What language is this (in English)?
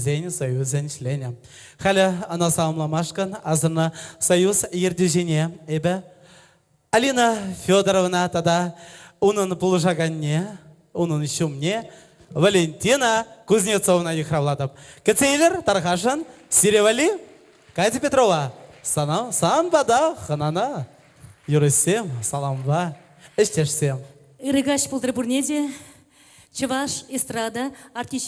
Chuvash